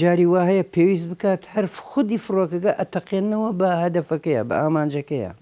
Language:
Central Kurdish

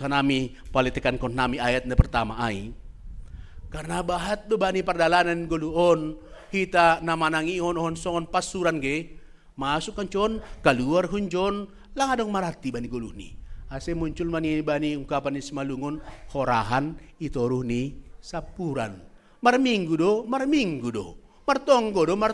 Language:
Batak Simalungun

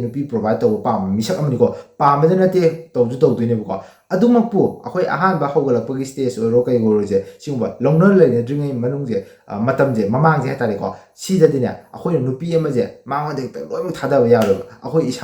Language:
Manipuri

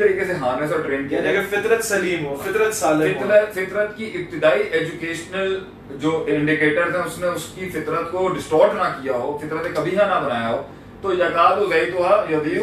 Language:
Urdu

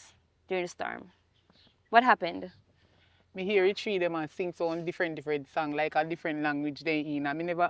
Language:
Jamaican Creole English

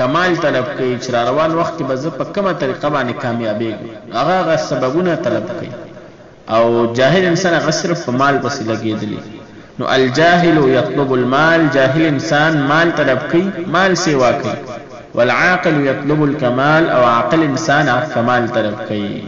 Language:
Pashto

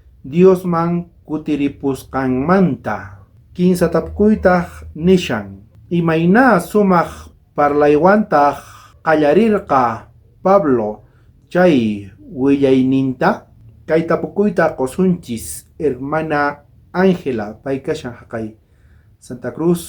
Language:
South Bolivian Quechua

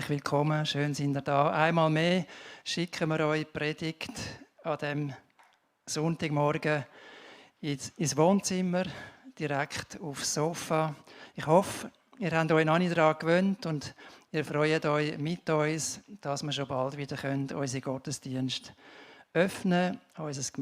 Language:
Swiss German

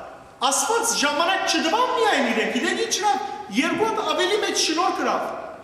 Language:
Western Armenian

